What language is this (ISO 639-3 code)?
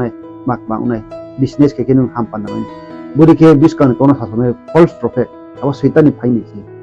ria